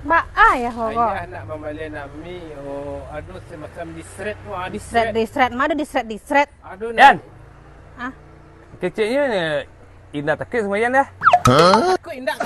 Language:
Minangkabau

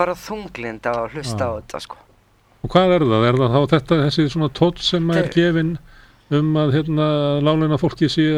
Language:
Icelandic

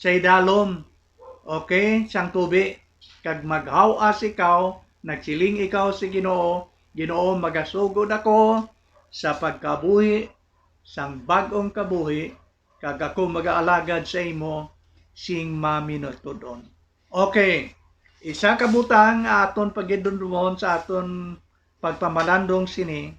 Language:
Hiligaynon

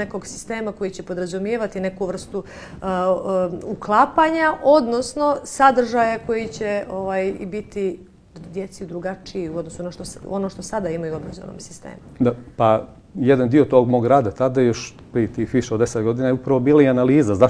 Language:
Bosnian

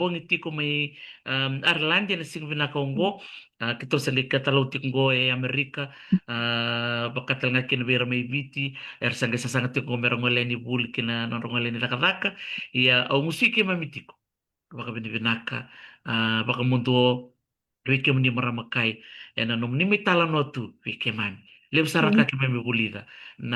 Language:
Fijian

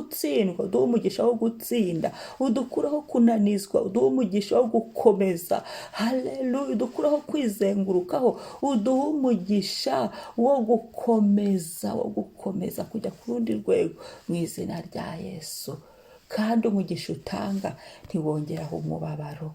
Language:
Kinyarwanda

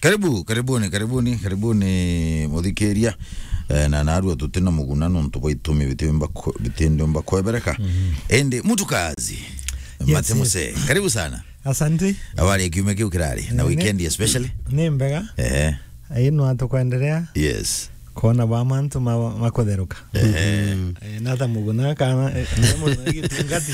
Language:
Meru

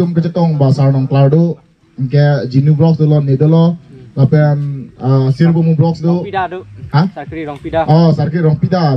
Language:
Karbi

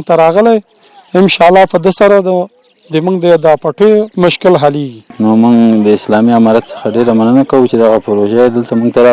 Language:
Pashto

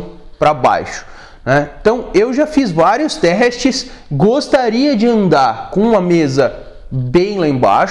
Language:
Portuguese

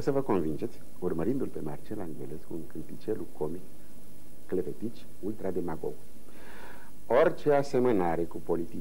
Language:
Romanian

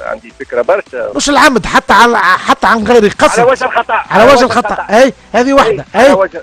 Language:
Tunisian Arabic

